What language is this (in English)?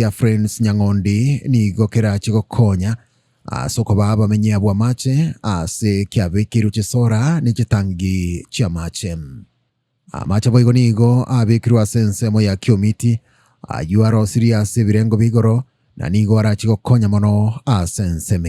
Gusii